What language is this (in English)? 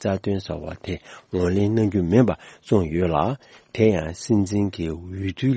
Tibetan